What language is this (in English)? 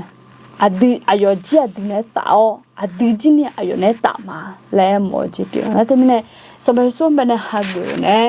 Akha